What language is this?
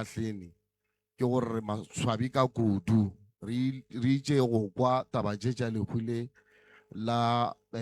Northern Sotho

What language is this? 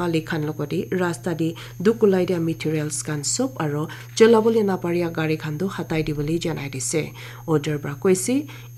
Naga Pidgin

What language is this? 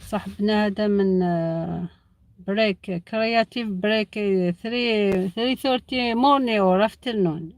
Algerian Arabic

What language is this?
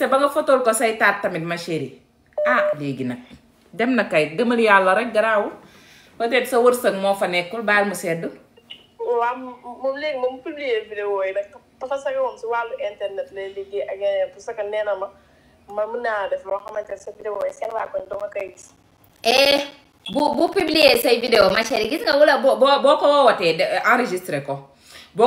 Wolof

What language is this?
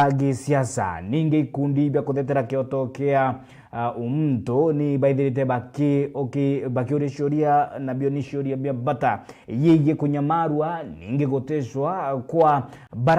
Meru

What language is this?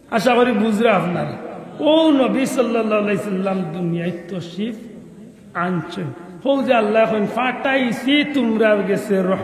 Sylheti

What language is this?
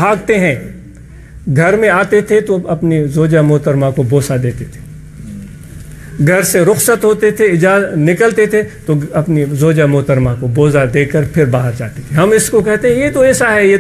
Urdu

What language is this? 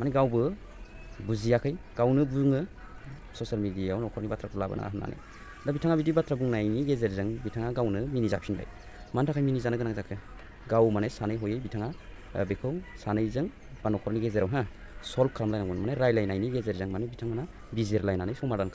Bodo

